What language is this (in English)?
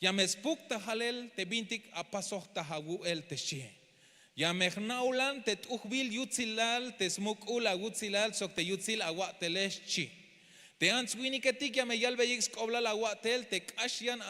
Tzeltal